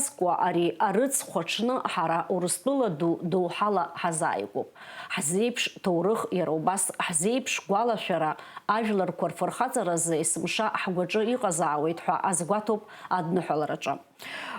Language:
Abkhazian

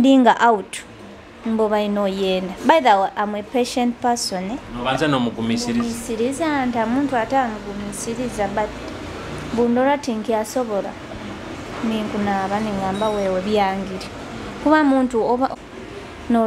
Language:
Nyoro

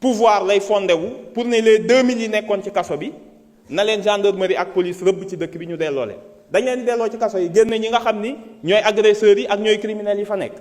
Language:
Wolof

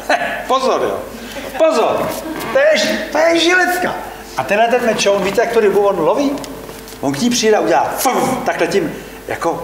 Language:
Czech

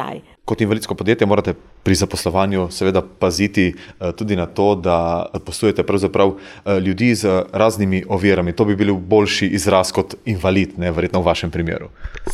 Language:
Slovenian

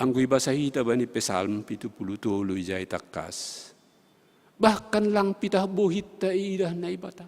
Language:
Batak Simalungun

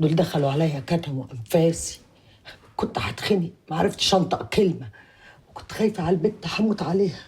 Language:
Egyptian Arabic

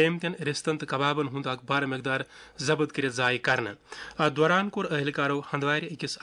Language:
Kashmiri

